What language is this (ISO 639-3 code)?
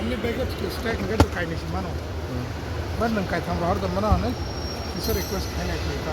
trp